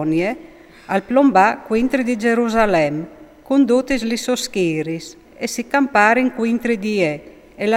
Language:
Friulian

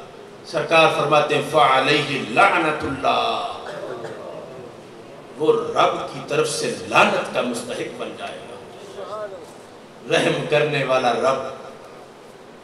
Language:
Urdu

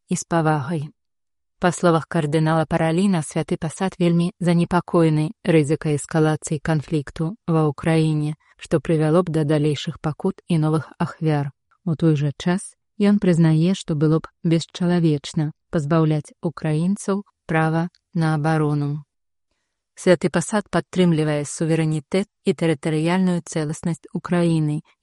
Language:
Belarusian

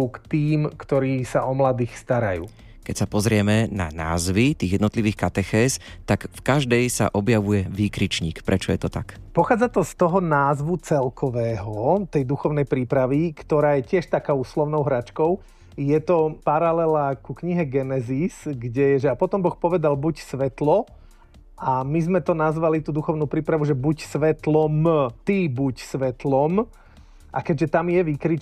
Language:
Slovak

